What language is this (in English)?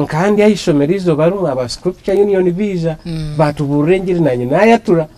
Nyankole